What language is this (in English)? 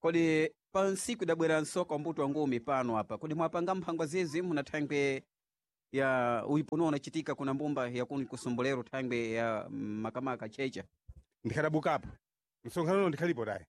Sena